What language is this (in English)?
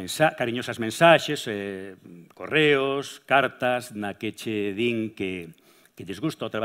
Galician